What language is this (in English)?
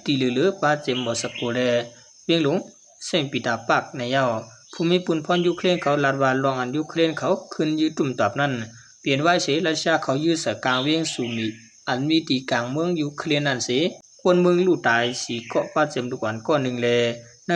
Shan